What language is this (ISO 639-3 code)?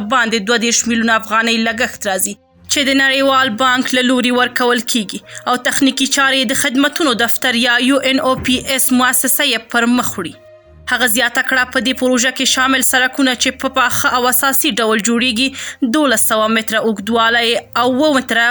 pus